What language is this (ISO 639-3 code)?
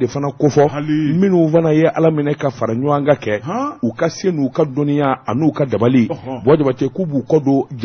bam